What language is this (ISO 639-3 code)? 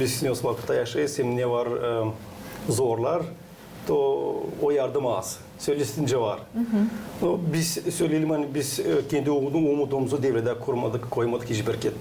gag